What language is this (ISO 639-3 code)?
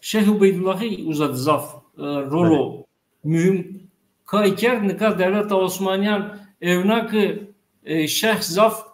zza